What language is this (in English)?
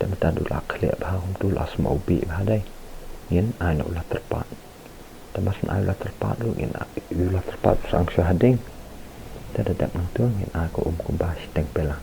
Khasi